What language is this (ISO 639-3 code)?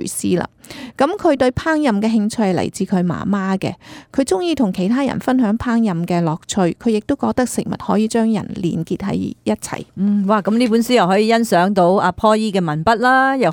yue